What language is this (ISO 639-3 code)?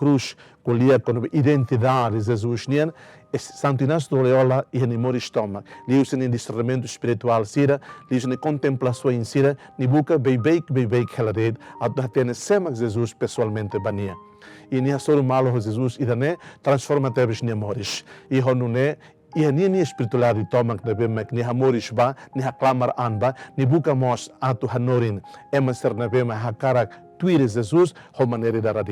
tet